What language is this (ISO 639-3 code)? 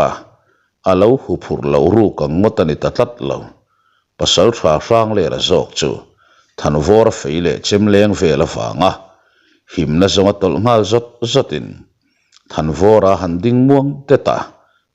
lus